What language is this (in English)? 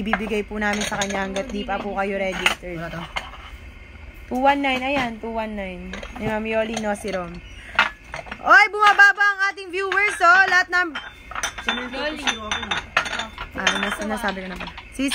Filipino